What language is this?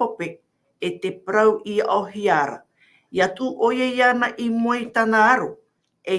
Tahitian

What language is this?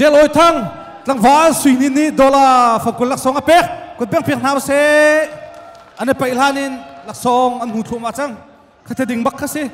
Hakha Chin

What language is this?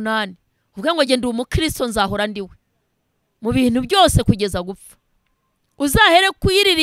Kinyarwanda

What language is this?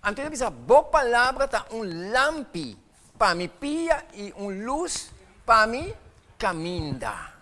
Papiamento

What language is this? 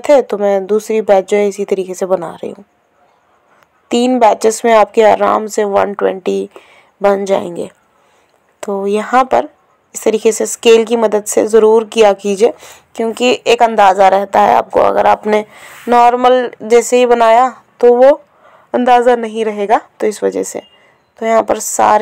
Hindi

